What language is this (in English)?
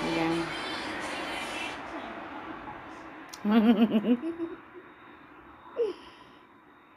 Hungarian